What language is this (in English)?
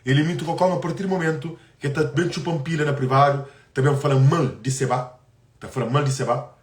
Kabuverdianu